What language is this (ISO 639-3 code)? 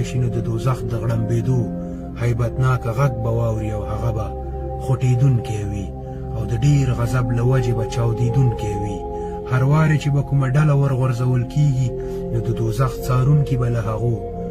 pus